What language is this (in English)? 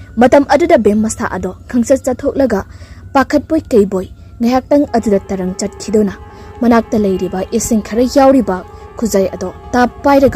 Manipuri